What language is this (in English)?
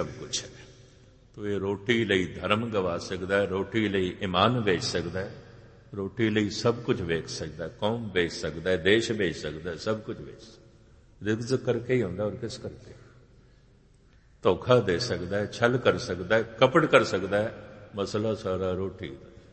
Punjabi